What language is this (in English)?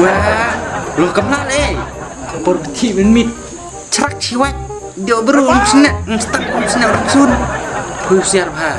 Khasi